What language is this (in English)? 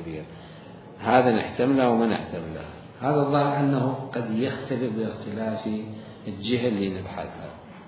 Mesopotamian Arabic